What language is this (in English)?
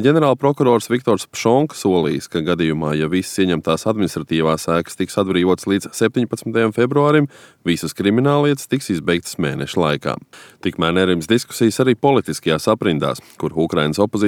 Latvian